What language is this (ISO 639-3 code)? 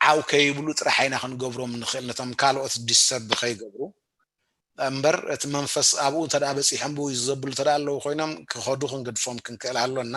tir